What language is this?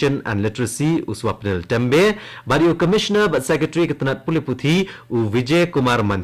Khasi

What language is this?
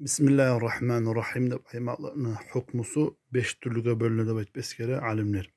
Kumyk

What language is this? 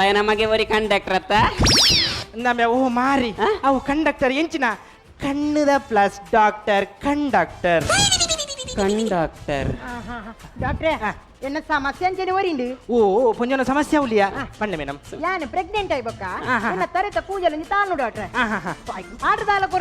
Tulu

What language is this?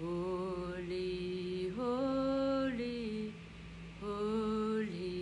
Pohnpeian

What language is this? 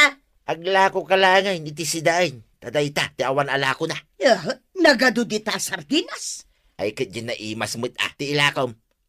Iloko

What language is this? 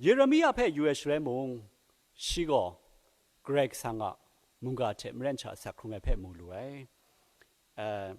Kachin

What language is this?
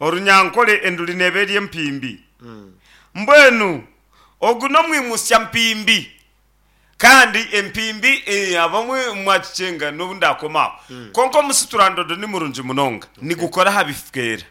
Nyankole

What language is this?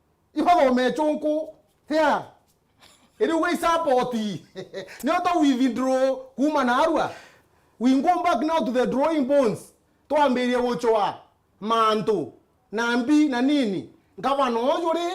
Meru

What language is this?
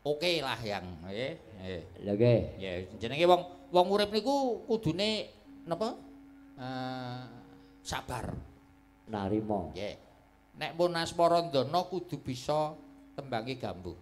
Javanese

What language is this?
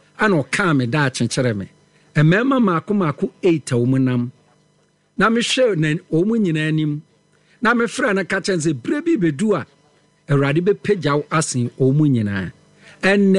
Akan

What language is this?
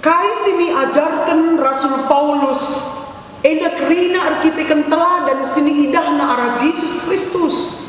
Batak Karo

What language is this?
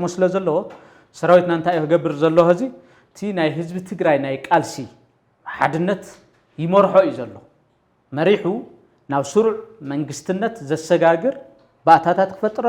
Tigrinya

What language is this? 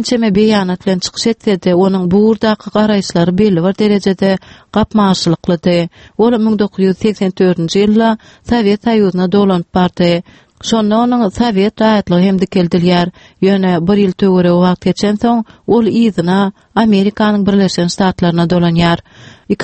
Turkmen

